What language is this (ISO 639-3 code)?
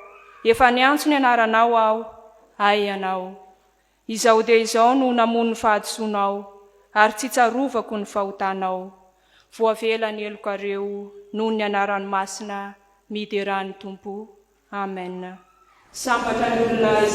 mlg